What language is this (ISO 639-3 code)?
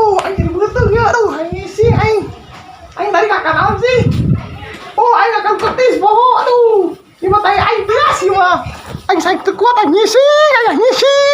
sun